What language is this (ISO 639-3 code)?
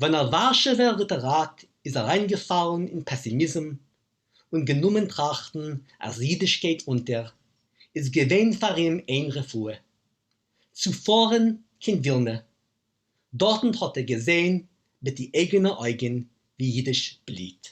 yid